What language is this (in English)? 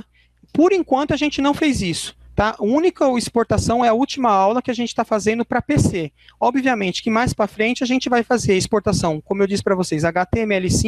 Portuguese